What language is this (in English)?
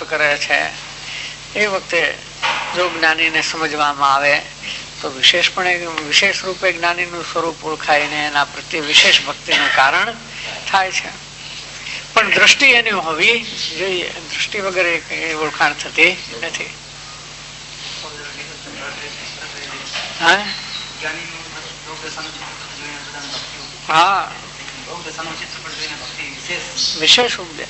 Gujarati